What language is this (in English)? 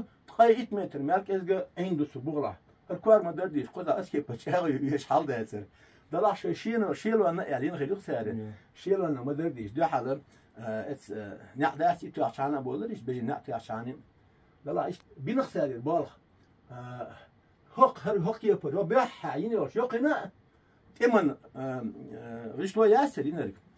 Chechen